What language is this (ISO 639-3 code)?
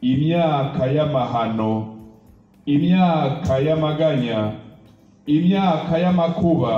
run